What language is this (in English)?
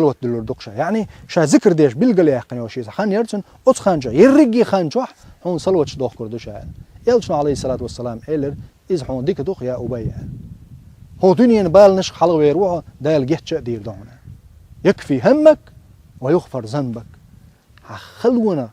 Chechen